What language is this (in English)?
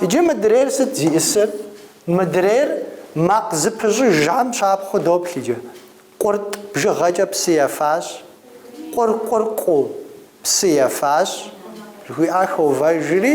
Kabardian